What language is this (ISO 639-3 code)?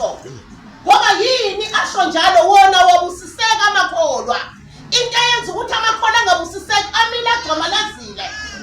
zul